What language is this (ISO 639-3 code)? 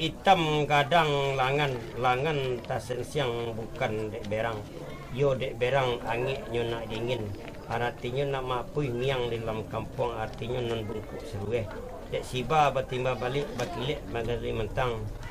min